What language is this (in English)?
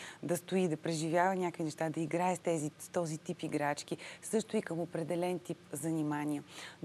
Bulgarian